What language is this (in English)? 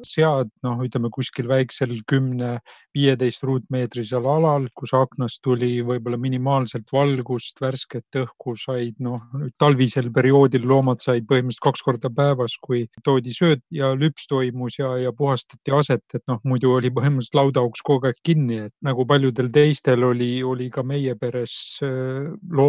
Estonian